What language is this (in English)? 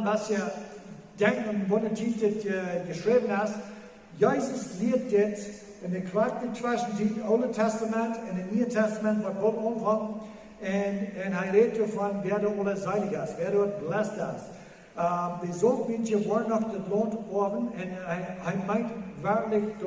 Plautdietsch